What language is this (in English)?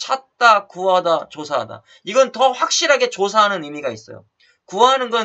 Korean